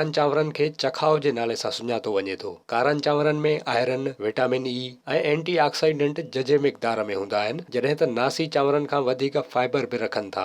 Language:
Sindhi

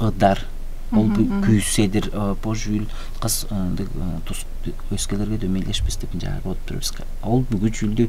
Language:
Tuvinian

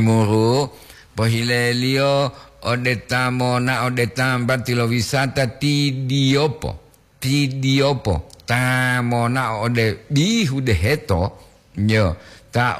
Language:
Gorontalo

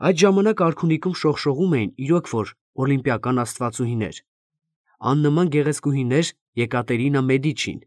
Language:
Armenian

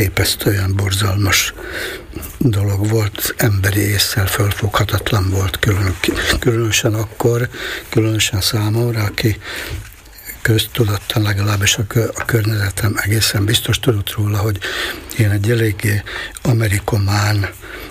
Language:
Hungarian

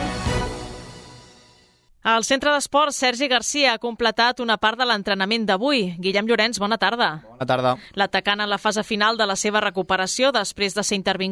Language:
Catalan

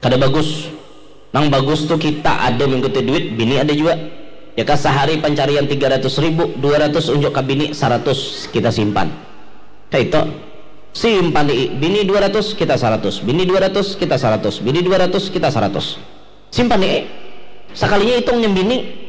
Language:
Banjar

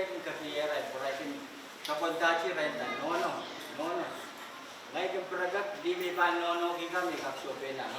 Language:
Pohnpeian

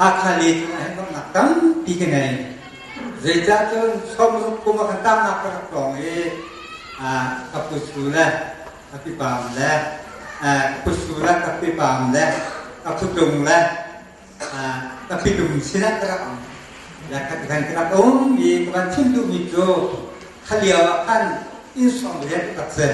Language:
Hakha Chin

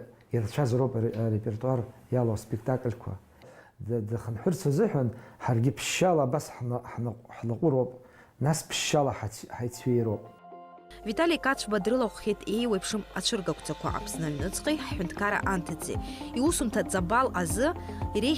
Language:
Abkhazian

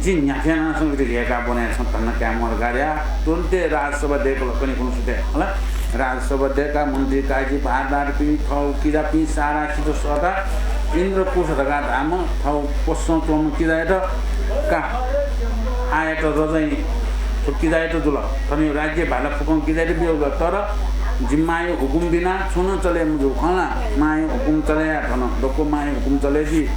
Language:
Newari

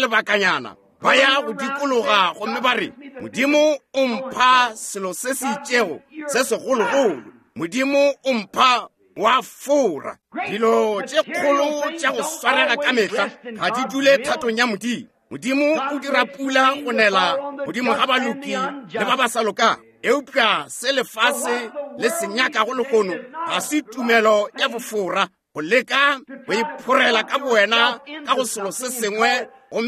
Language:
Northern Sotho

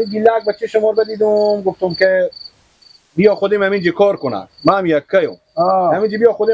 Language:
Persian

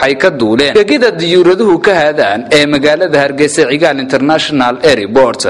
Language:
Somali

